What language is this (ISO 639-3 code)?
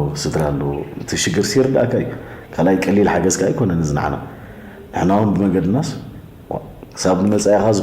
tir